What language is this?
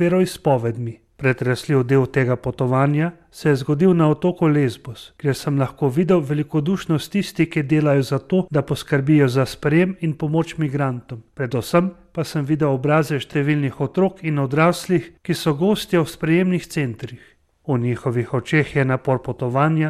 Slovenian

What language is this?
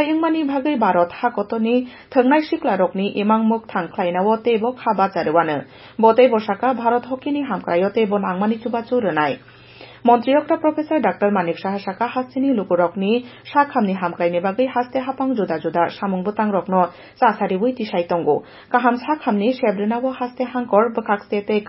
Kok Borok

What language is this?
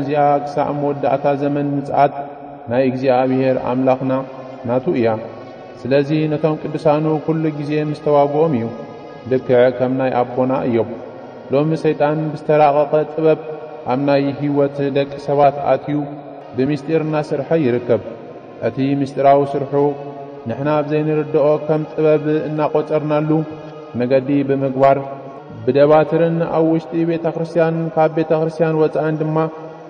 Tigrinya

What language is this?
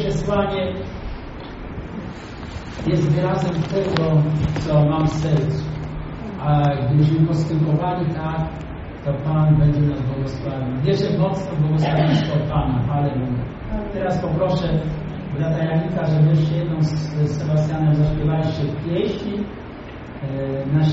Polish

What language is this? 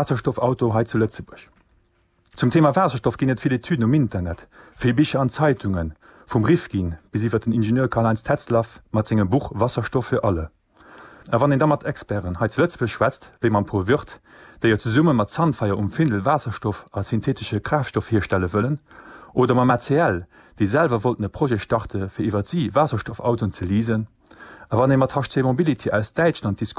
Luxembourgish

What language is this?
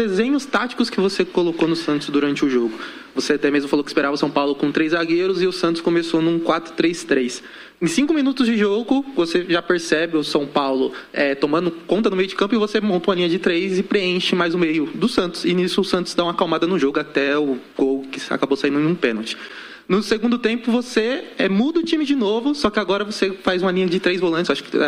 Portuguese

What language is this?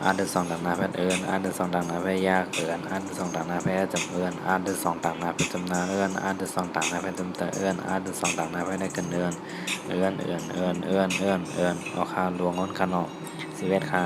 Shan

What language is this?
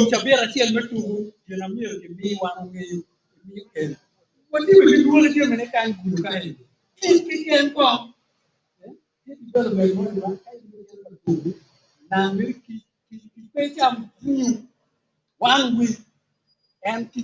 Acoli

